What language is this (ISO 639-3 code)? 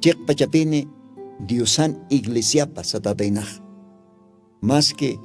aym